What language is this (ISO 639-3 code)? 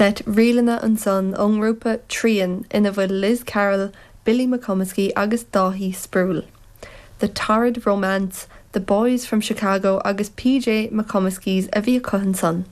gle